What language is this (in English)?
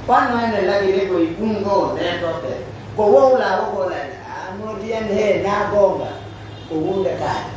Pular